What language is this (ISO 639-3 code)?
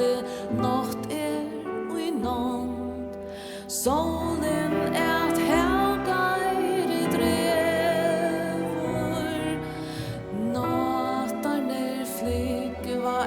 fao